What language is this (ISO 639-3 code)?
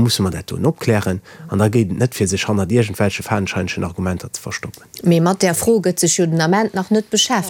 ltz